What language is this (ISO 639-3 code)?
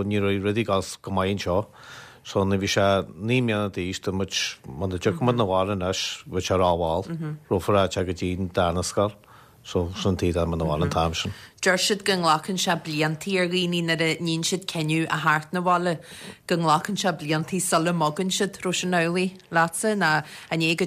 gle